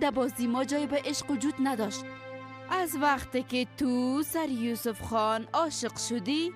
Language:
Persian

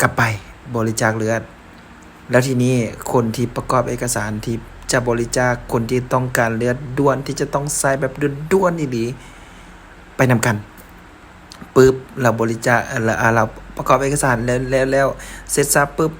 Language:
Lao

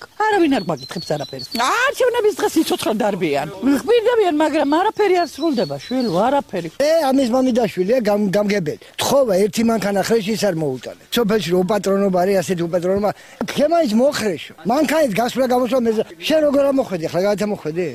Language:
Georgian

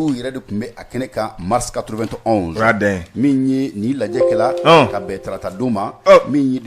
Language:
Bambara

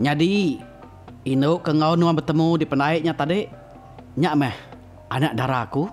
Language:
Iban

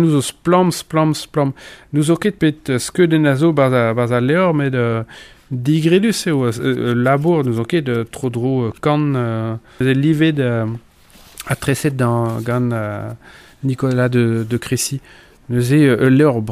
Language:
Breton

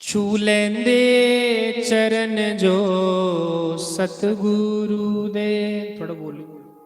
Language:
Dogri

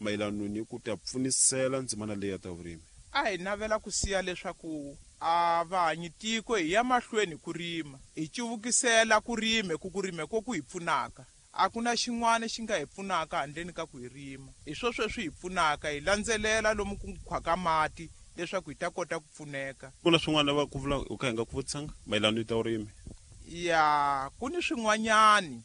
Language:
Tsonga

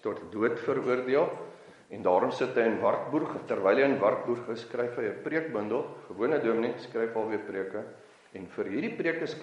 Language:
Afrikaans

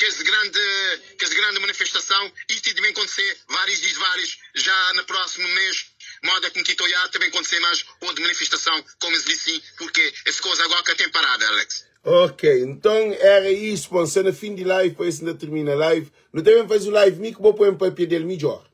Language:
Kabuverdianu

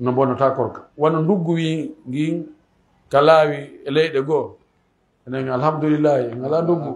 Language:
Pular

